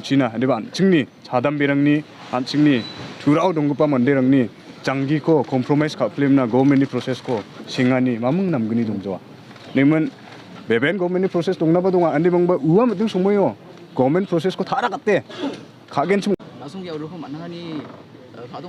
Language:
Garo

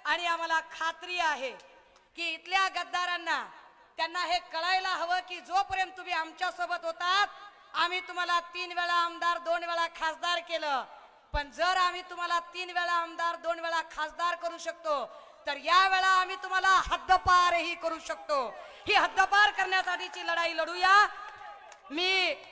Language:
Marathi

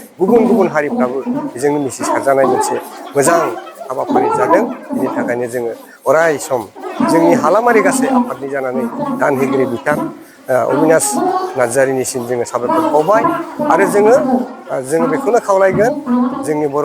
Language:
Bodo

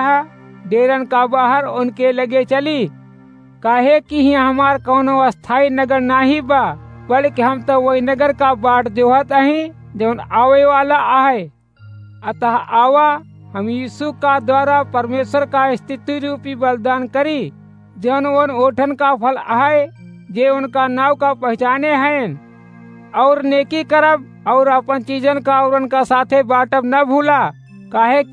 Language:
Awadhi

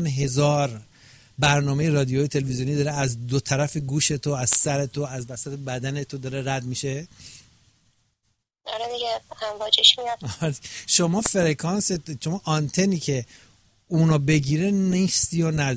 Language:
Persian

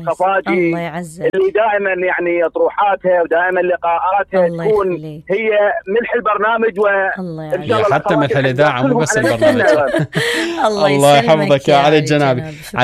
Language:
Mesopotamian Arabic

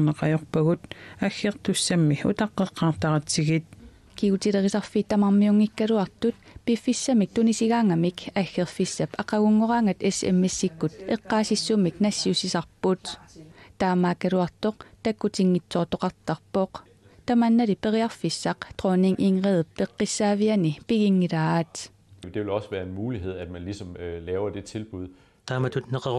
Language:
Kalaallisut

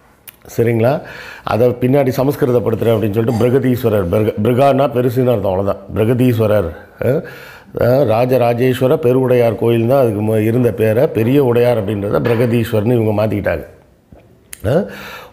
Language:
Tamil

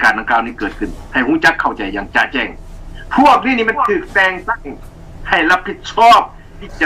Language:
Lao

